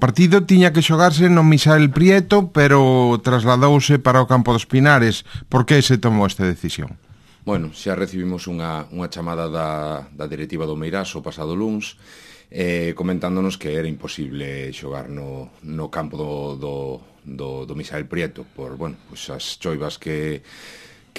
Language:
Galician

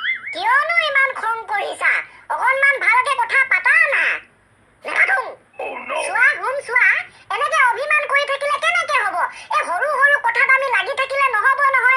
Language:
Assamese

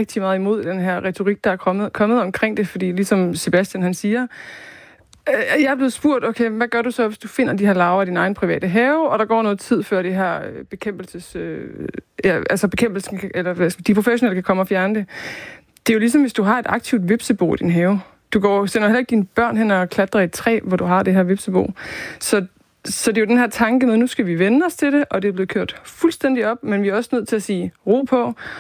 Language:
Danish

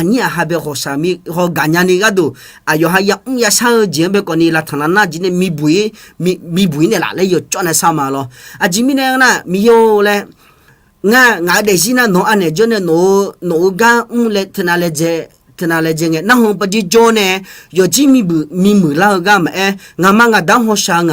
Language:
Akha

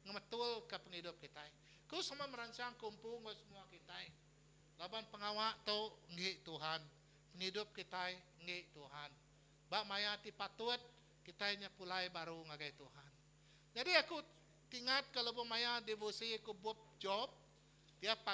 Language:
Iban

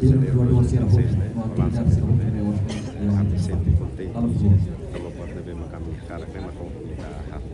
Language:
Tetum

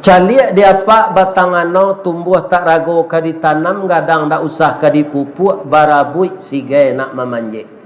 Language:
Minangkabau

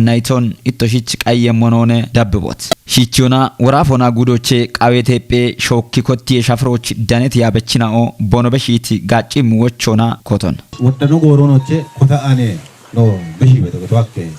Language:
Kafa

